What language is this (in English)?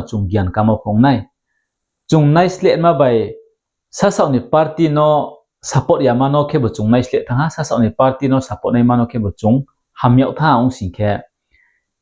Riang (India)